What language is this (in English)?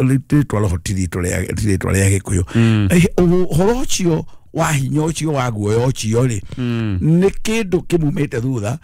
Kikuyu